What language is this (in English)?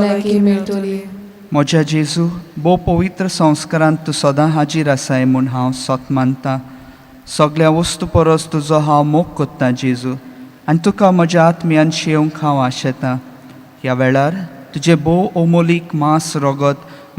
Konkani